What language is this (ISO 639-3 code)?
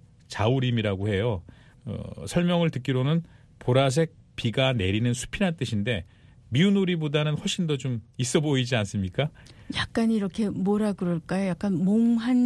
kor